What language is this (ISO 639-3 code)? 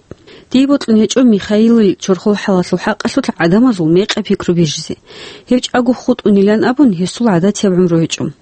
ava